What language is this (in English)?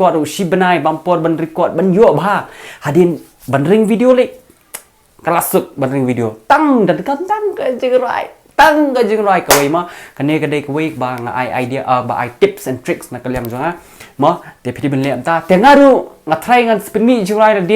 Khasi